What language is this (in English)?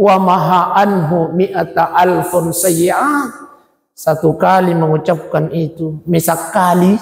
Buginese